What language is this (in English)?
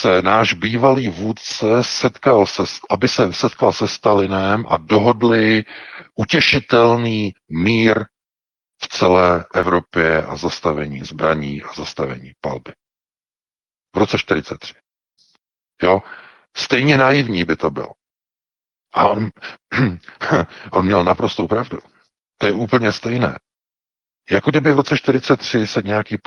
Czech